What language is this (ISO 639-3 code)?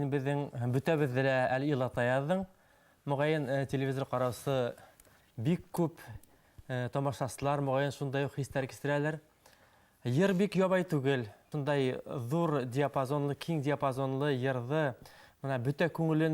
bak